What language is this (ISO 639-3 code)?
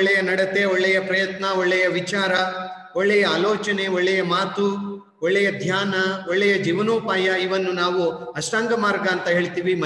kan